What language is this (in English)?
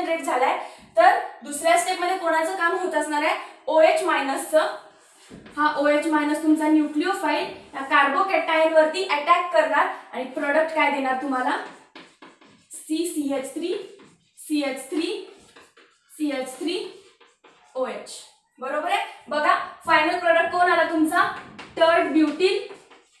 Marathi